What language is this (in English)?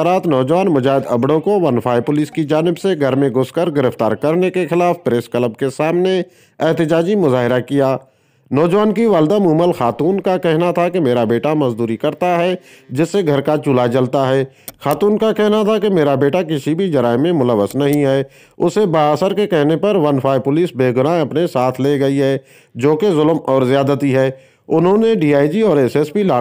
Urdu